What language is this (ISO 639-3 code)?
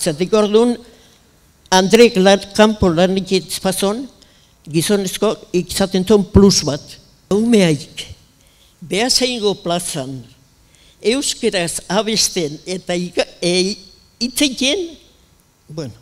eus